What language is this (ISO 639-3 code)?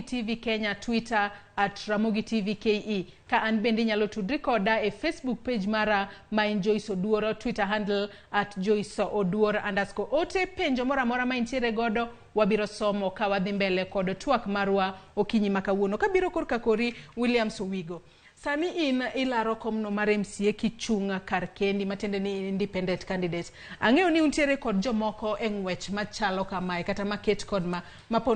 luo